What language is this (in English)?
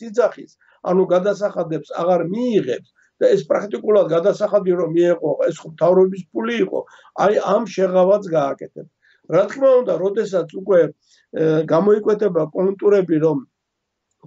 Georgian